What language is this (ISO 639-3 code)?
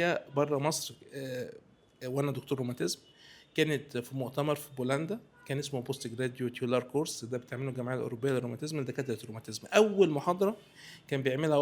arz